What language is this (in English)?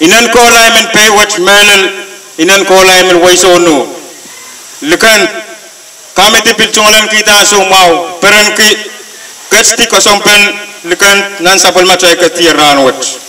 Pohnpeian